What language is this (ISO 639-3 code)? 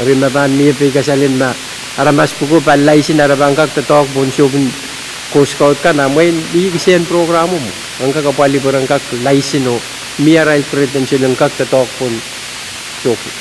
pon